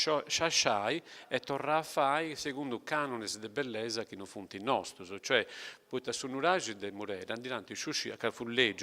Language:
Sardinian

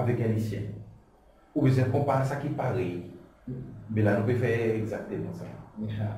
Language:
Seselwa Creole French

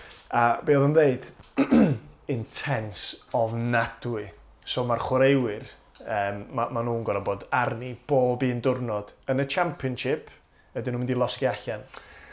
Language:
Welsh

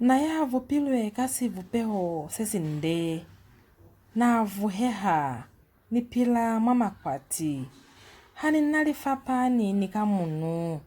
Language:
Lozi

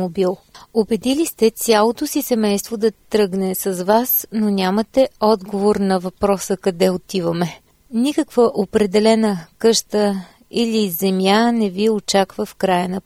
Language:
Bulgarian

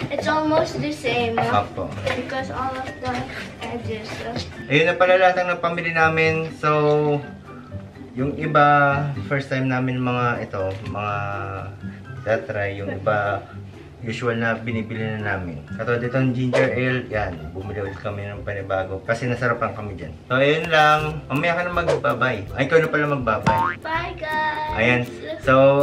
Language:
Filipino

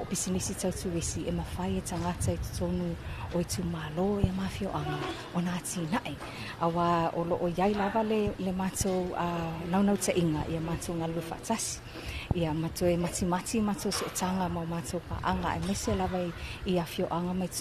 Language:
Samoan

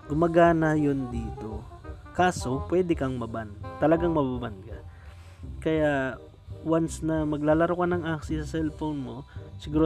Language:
Filipino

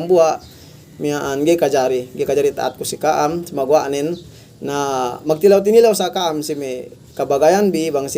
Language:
Yakan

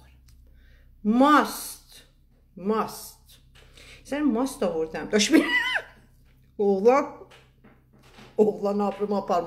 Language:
Persian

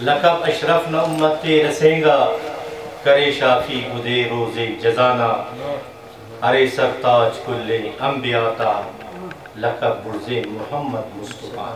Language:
Brahui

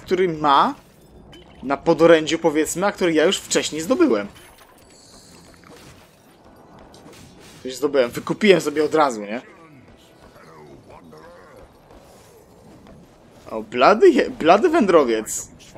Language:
Polish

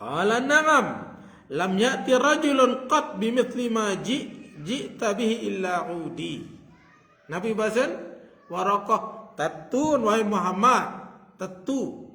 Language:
Sasak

